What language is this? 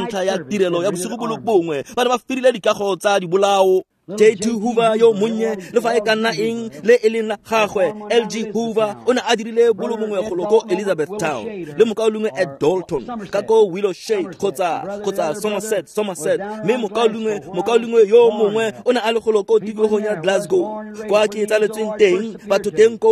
Tswana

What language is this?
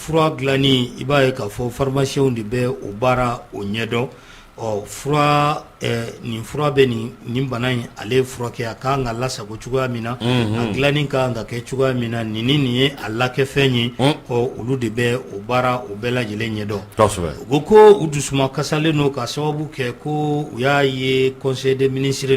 Bambara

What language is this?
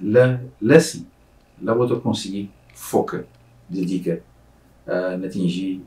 Kabuverdianu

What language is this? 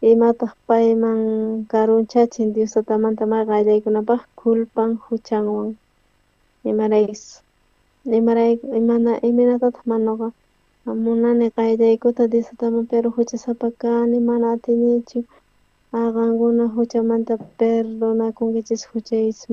South Bolivian Quechua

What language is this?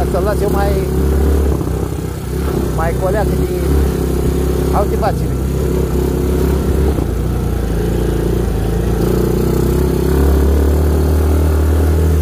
Romanian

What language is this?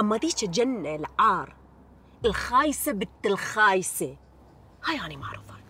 Mesopotamian Arabic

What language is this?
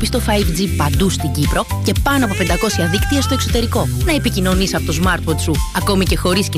Greek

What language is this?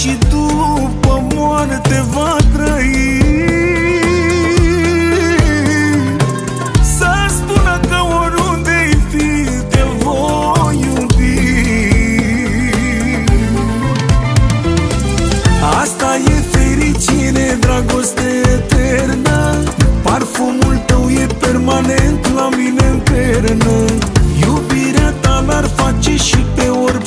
Romanian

